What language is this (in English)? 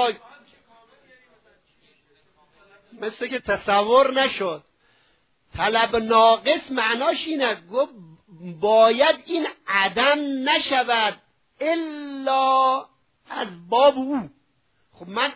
Persian